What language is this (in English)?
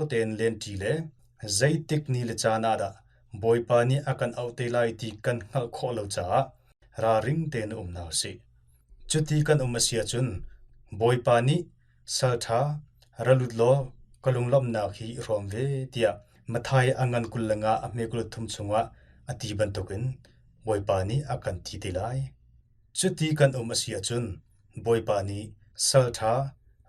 Hakha Chin